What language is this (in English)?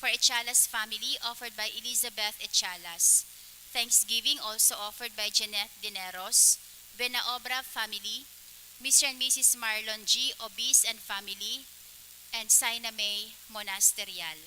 Bikol